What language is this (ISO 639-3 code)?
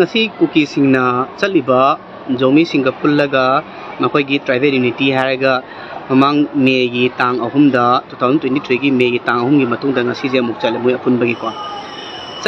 mni